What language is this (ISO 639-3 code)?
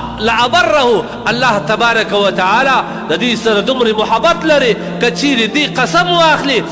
pus